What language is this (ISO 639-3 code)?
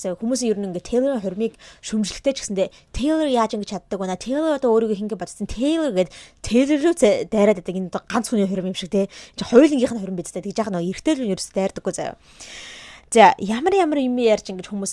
mon